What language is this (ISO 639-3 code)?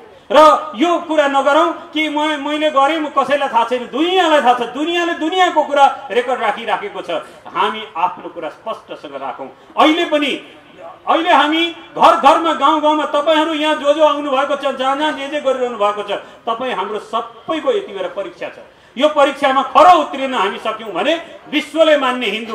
nep